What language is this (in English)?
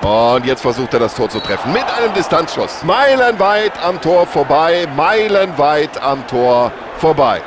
Bavarian